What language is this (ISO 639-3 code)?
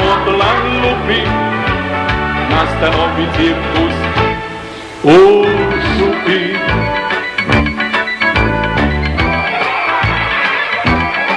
srp